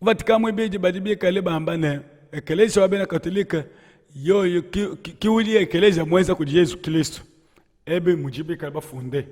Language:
Luba-Lulua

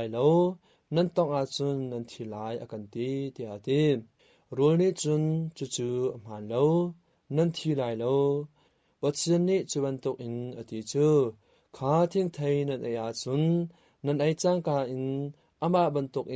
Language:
Hakha Chin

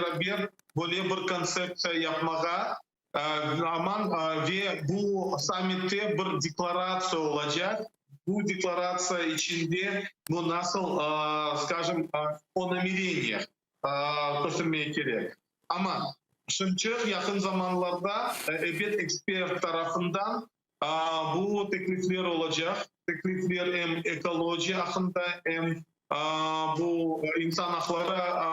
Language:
Crimean Tatar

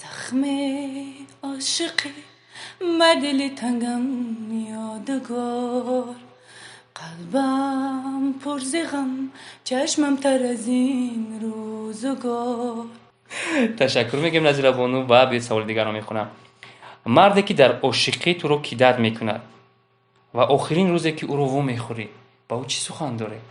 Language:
Tajik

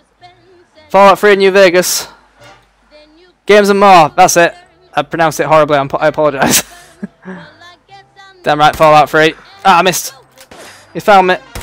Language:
English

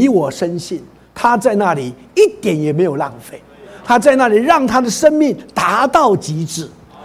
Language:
Chinese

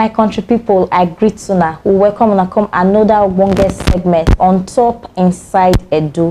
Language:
Nigerian Pidgin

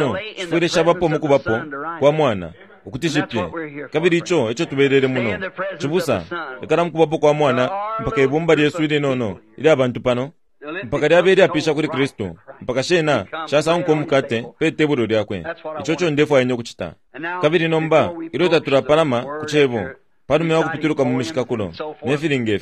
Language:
Bemba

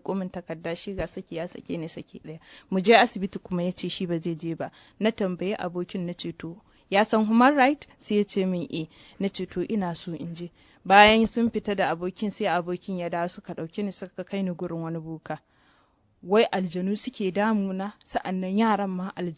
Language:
Hausa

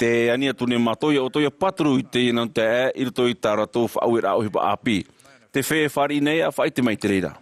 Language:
Tahitian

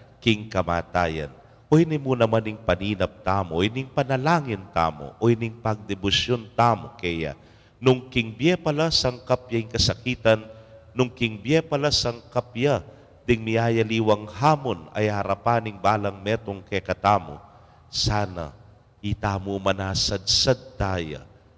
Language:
Pampanga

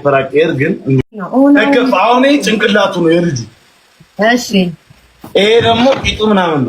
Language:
Amharic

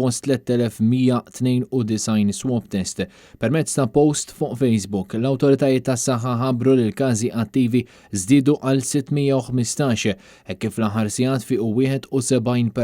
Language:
Maltese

